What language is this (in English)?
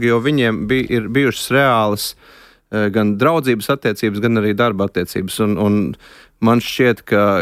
Latvian